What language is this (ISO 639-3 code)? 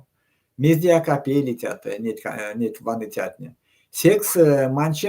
myv